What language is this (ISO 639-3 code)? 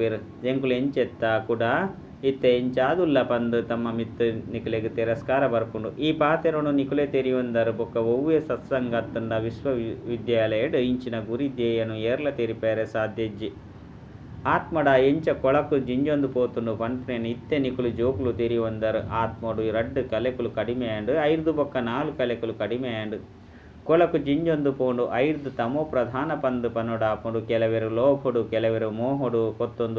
tcy